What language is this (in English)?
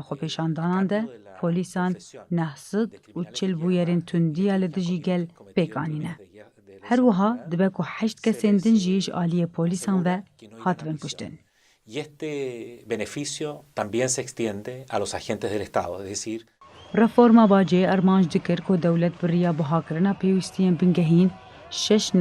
Kurdish